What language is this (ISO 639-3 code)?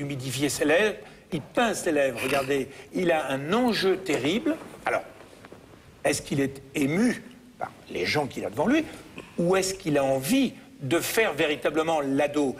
fra